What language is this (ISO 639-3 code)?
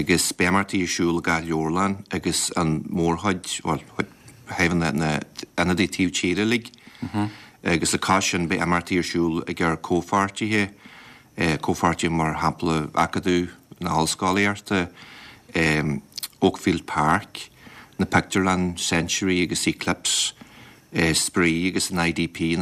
gle